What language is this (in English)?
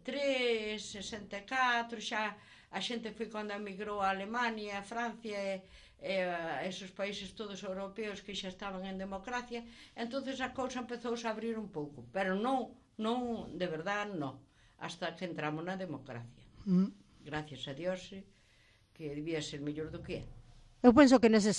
Galician